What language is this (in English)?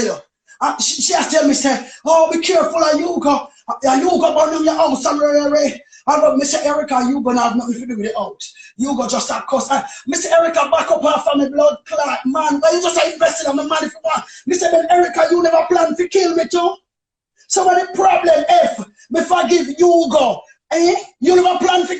Jamaican Creole English